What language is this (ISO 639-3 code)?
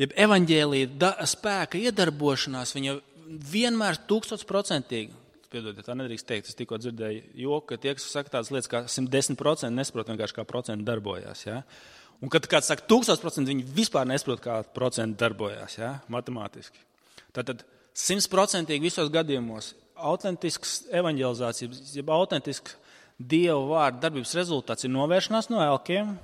lav